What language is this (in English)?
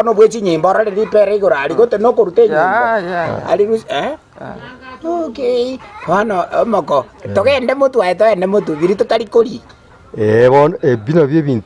Gusii